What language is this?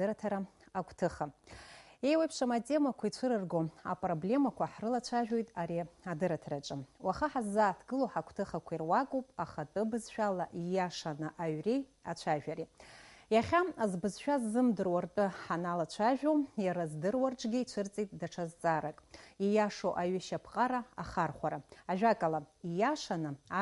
Abkhazian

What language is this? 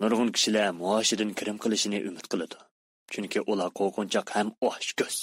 Uyghur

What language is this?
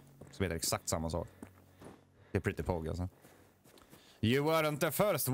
Swedish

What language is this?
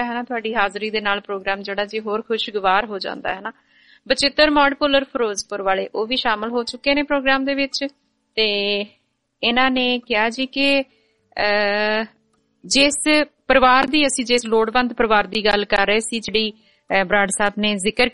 Punjabi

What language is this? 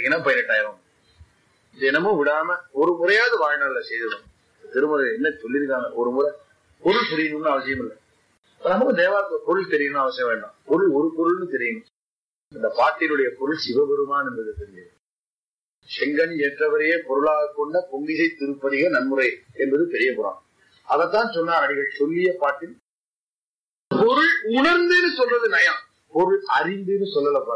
Tamil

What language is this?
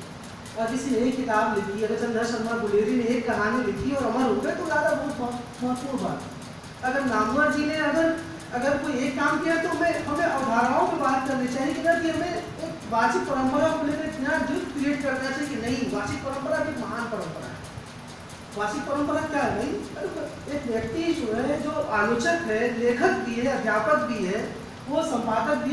Hindi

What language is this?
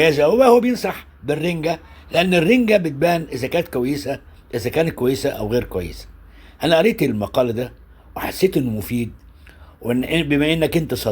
Egyptian Arabic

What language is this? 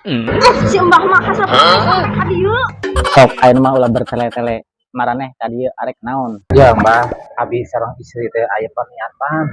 Sundanese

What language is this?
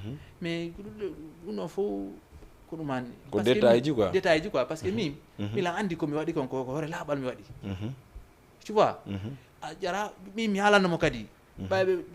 Fula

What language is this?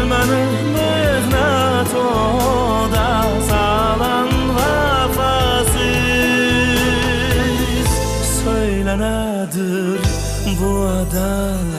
Kara-Kalpak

